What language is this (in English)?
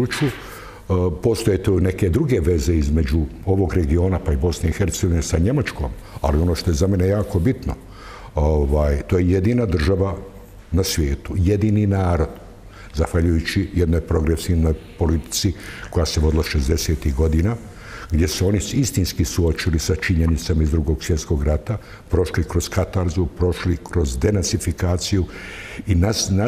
Bosnian